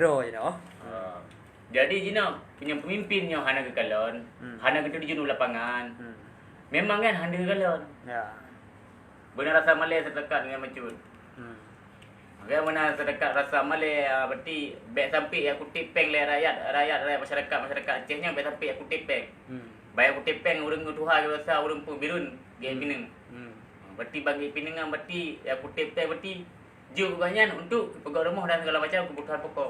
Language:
Achinese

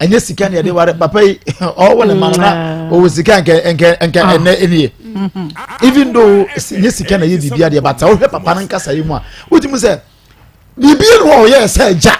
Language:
Akan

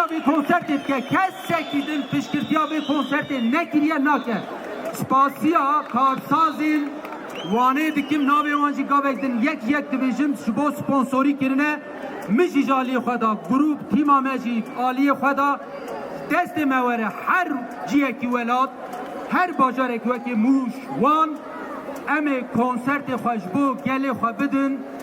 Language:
Kurdish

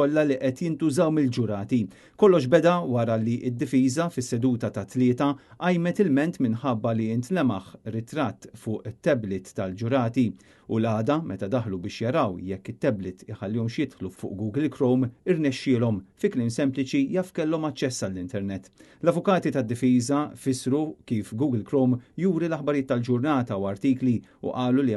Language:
Maltese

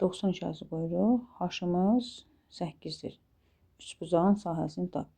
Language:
Azerbaijani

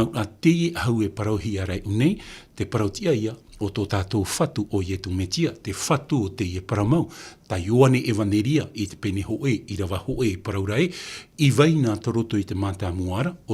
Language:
Tahitian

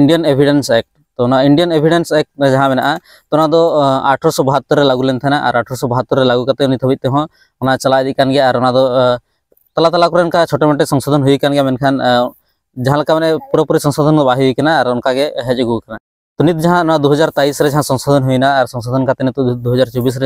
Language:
Santali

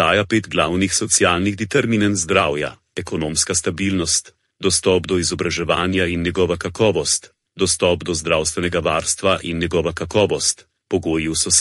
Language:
Slovenian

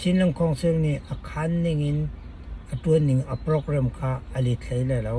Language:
Hakha Chin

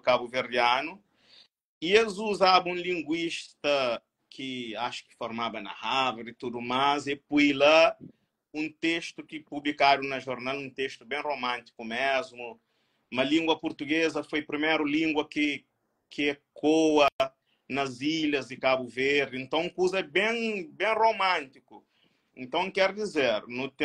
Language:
Kabuverdianu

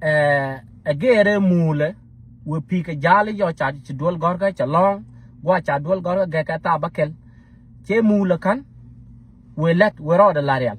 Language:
Nuer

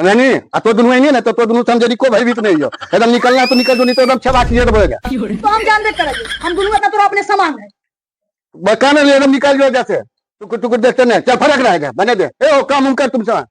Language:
Magahi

